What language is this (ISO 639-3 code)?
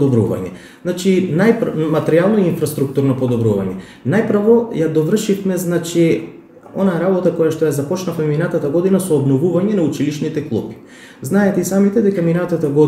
mkd